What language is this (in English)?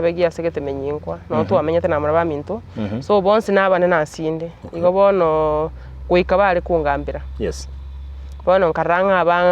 Gusii